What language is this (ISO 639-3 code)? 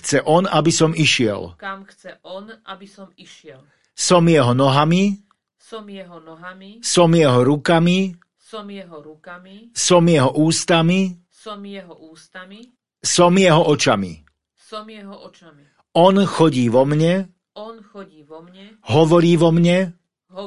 slk